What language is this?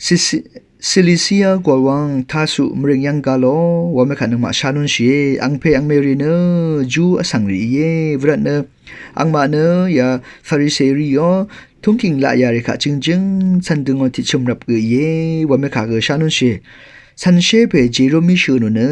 Rawang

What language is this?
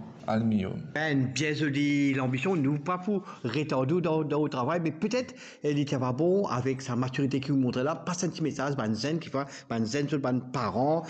Morisyen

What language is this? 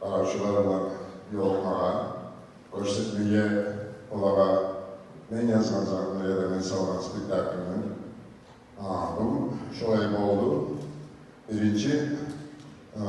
Kumyk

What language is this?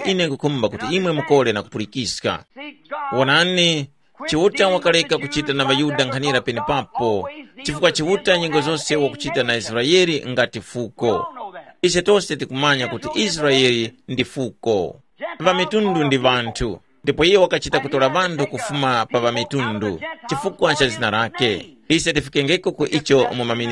Tumbuka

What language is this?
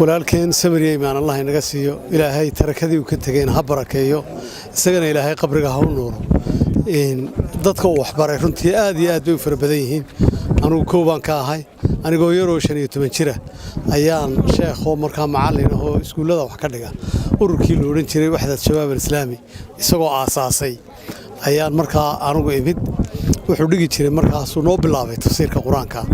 Somali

